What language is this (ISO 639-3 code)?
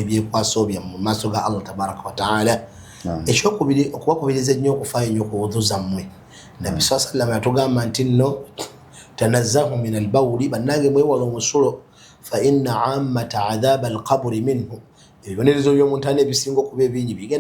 lug